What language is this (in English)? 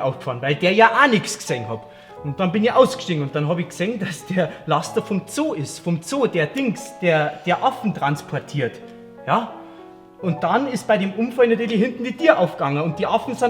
Bavarian